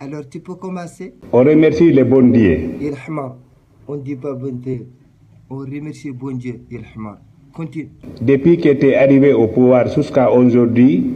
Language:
Fula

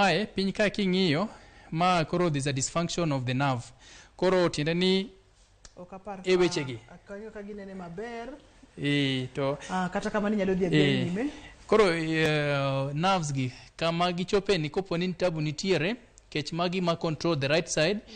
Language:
Luo (Kenya and Tanzania)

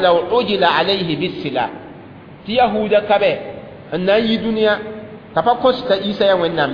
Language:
Mossi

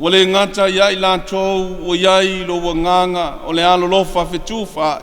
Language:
Samoan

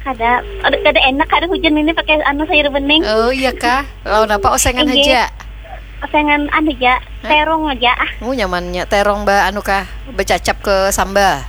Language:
Banjar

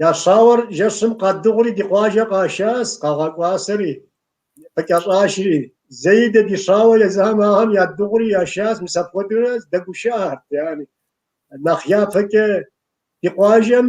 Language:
Kabardian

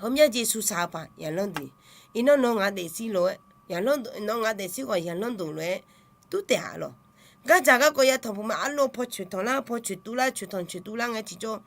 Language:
Akha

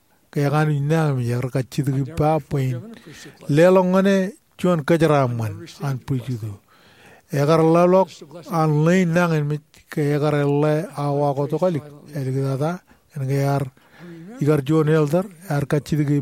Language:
Marshallese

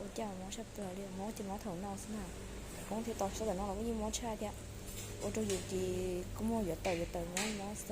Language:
Hmong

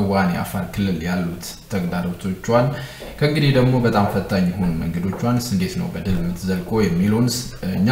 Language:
Amharic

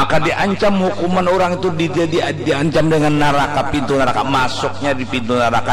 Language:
Banjar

